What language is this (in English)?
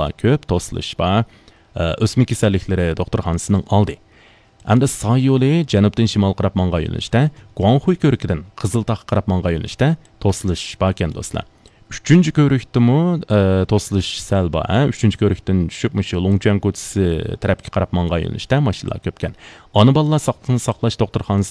Uyghur